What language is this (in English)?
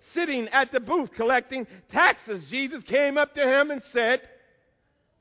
English